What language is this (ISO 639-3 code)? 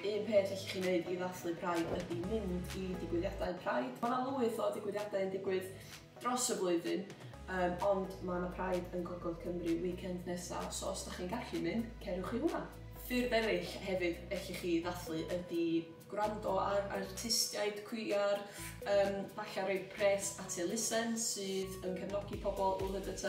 cym